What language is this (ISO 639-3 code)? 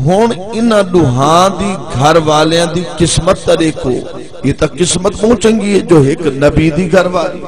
skr